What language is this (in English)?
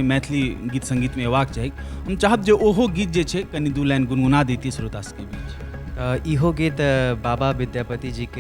Maithili